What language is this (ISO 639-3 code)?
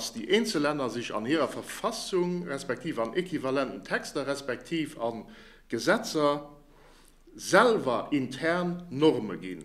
ltz